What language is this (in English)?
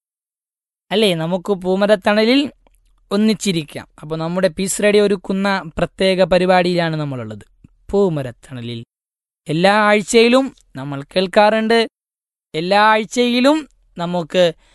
Malayalam